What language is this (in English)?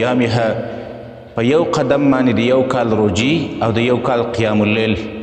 Pashto